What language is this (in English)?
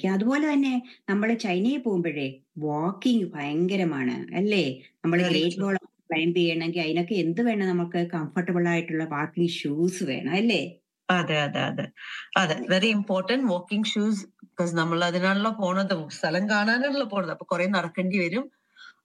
Malayalam